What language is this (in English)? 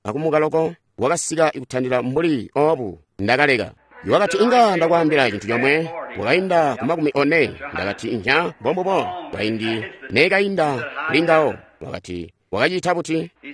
Tonga (Zambia)